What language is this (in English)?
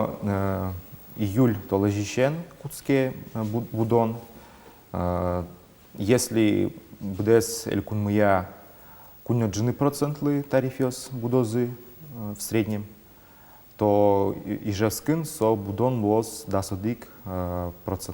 Udmurt